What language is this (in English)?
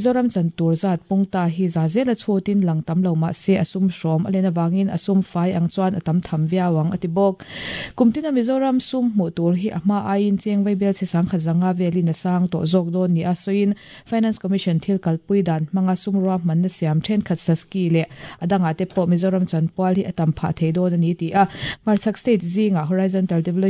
Mizo